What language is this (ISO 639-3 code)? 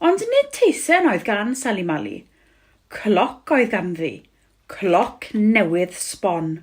cym